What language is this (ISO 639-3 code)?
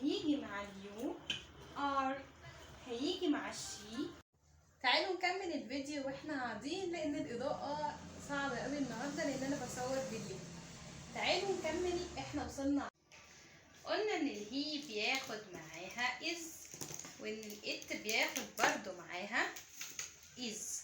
arz